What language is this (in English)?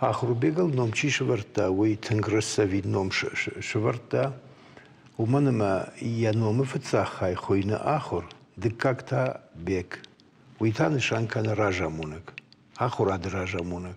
Ossetic